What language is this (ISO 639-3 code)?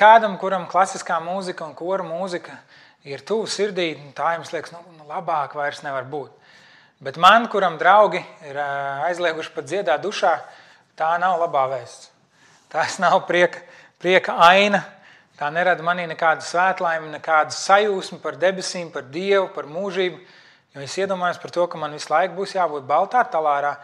lav